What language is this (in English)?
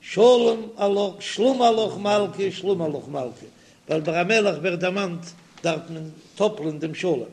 Yiddish